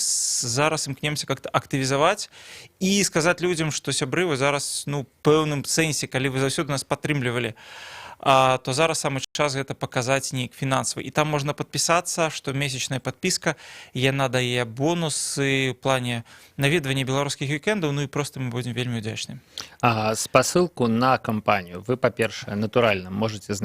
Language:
Belarusian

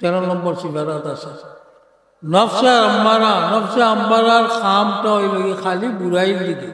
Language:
Sylheti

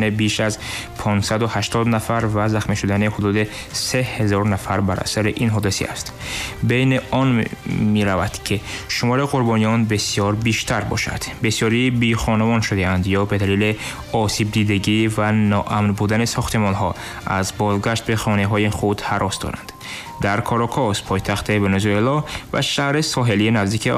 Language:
Tajik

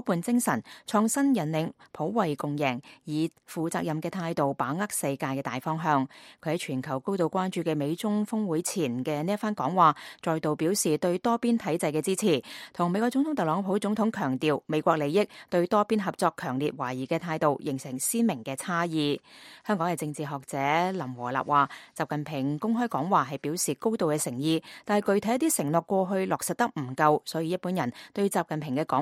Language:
Cantonese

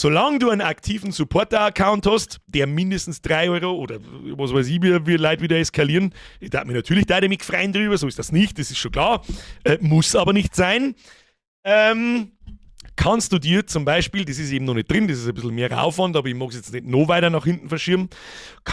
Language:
Bavarian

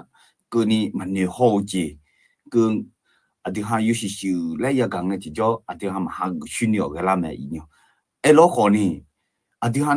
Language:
Akha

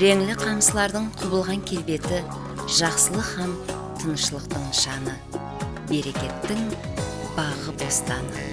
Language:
Kara-Kalpak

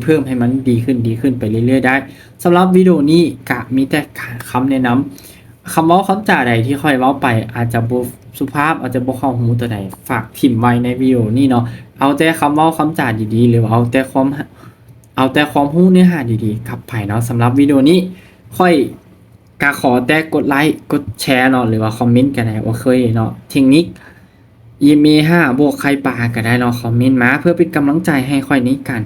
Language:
Lao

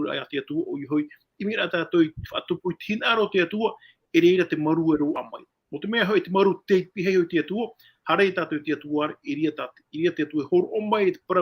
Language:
Tahitian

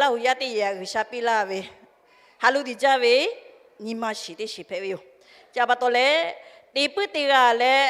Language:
Lahu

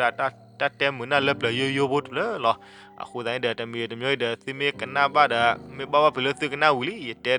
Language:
S'gaw Karen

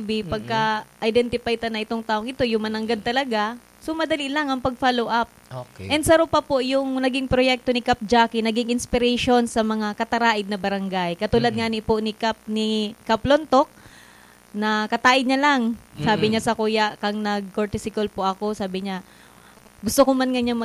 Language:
Bikol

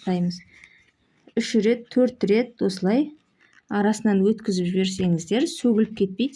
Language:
Kazakh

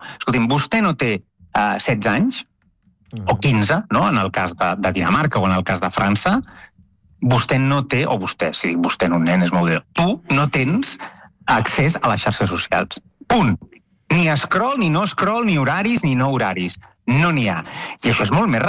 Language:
Catalan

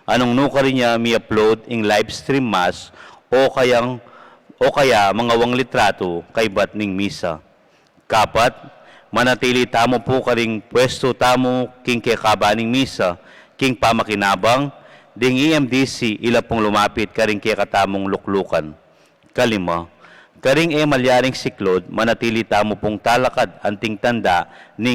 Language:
Pampanga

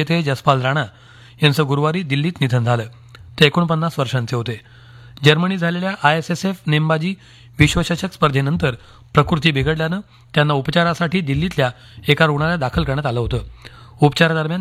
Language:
Marathi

